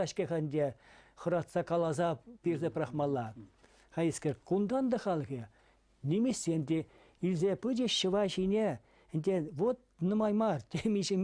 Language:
Chuvash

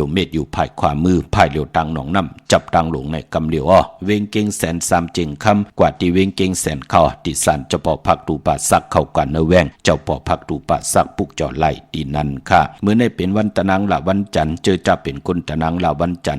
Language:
Shan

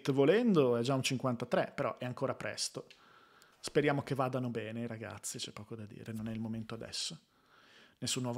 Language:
Italian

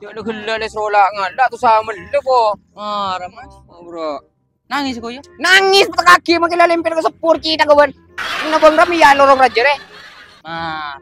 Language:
Madurese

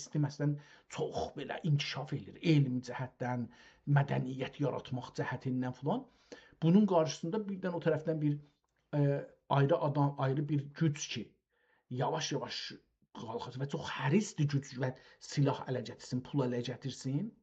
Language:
South Azerbaijani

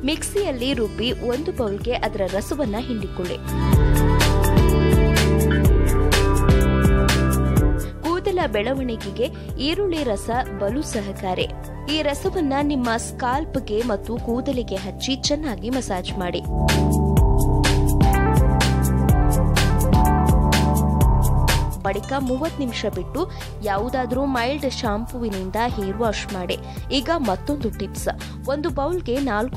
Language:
Kannada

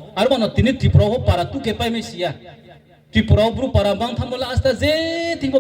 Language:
Riang (India)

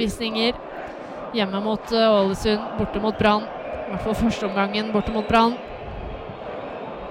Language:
Norwegian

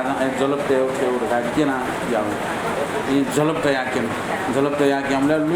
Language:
Newari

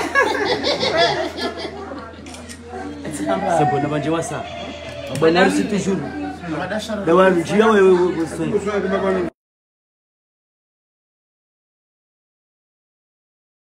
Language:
Swahili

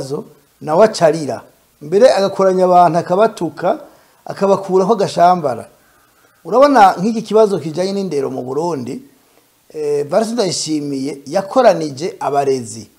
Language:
Rundi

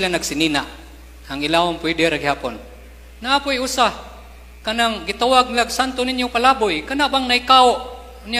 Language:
Cebuano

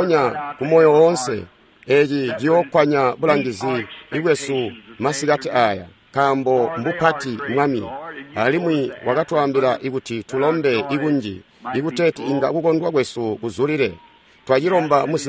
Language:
Tonga (Zambia)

